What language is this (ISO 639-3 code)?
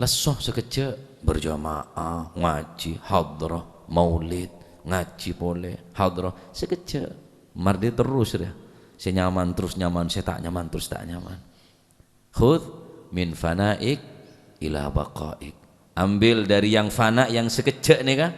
mad